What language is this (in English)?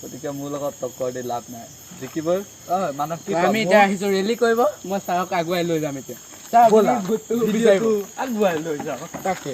Assamese